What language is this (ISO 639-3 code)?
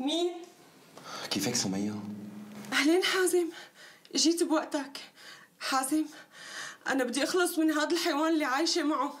apc